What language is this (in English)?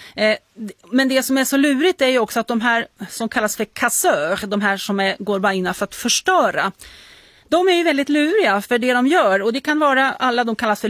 Swedish